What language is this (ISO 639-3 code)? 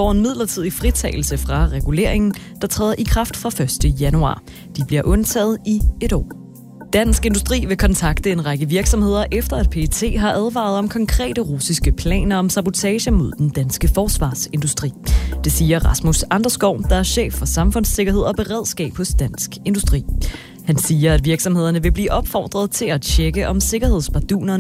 dan